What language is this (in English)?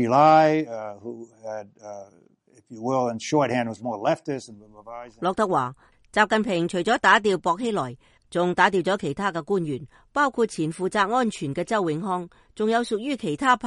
Cantonese